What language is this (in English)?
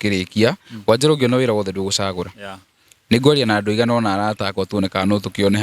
Kikuyu